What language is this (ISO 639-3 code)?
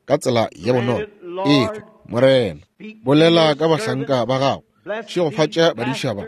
nso